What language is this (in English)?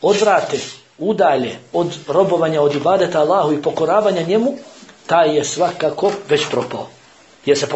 Bosnian